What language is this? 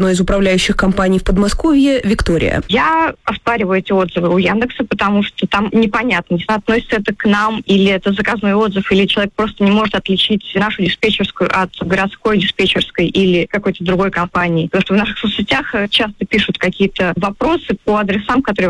Russian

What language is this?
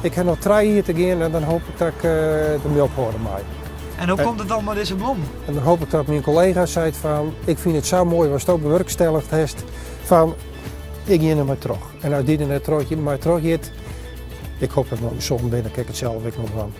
Western Frisian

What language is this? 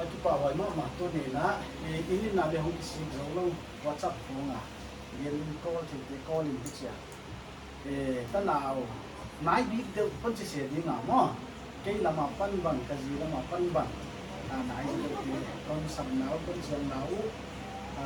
Paite Chin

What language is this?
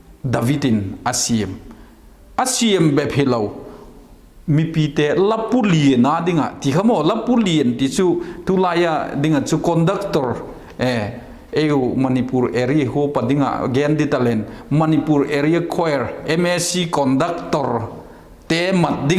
Vaiphei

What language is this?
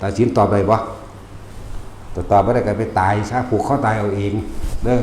Northeastern Thai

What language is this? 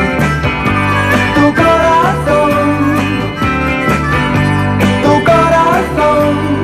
Spanish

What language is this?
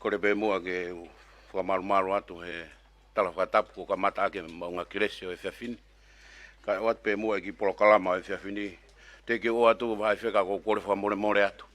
Tongan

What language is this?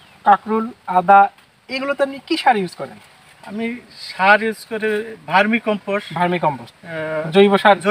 Bangla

